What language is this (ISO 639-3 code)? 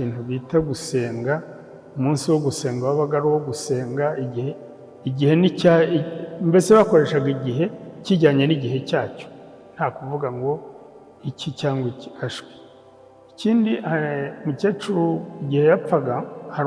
kin